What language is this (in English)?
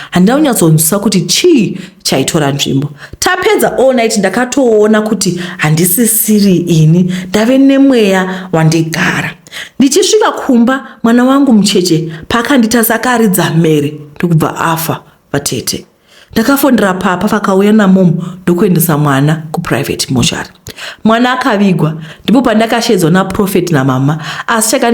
Shona